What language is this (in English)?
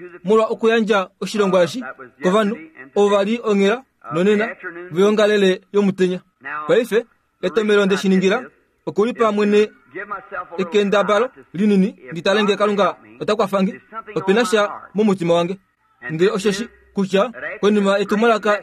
Kuanyama